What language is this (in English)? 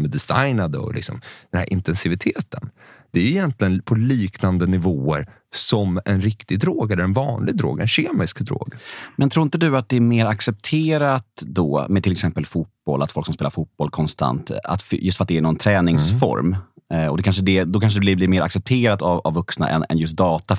Swedish